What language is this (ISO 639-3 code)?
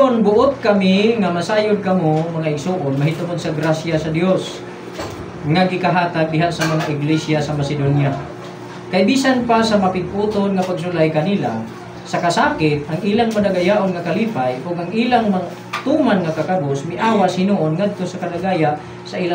ceb